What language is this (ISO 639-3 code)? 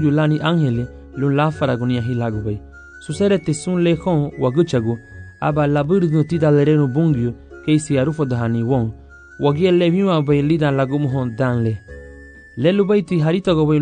cab